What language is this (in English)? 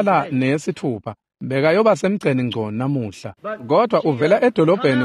Swati